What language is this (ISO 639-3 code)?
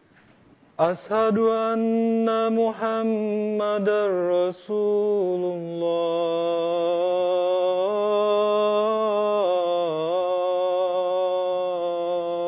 ben